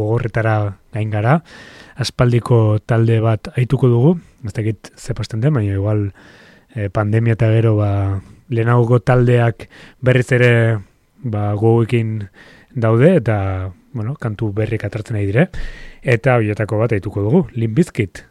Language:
Basque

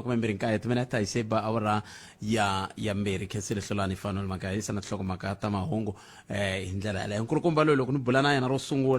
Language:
Tsonga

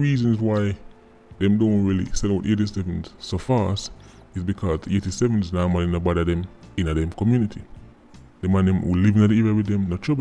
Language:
Jamaican Creole English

